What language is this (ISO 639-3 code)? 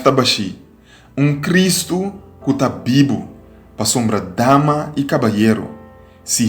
pap